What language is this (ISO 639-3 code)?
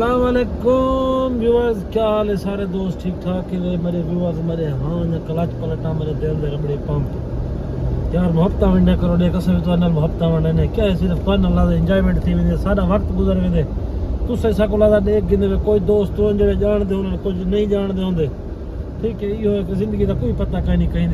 skr